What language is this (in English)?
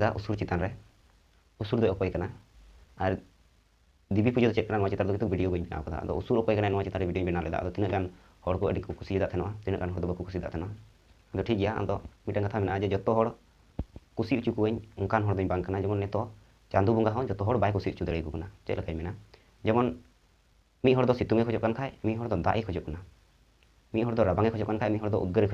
Santali